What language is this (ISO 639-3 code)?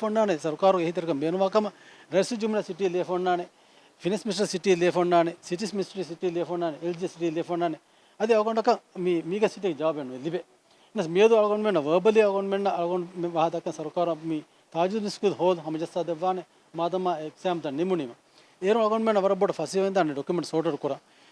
div